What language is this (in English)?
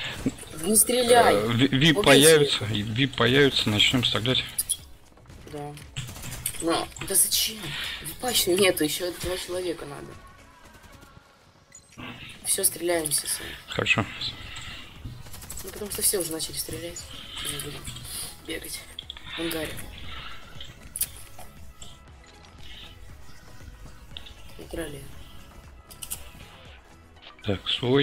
Russian